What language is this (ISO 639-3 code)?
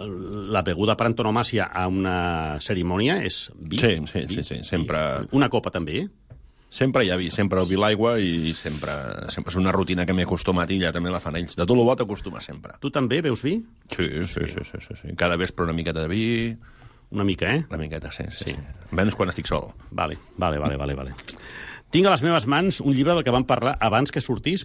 cat